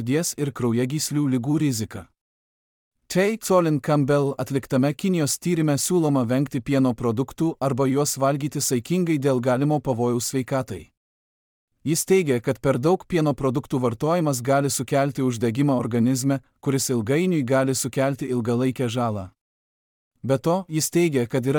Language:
Lithuanian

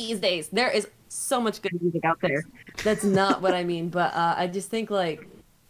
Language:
English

